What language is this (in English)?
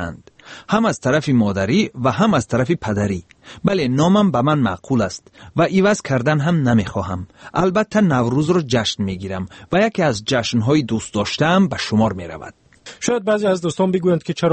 Tajik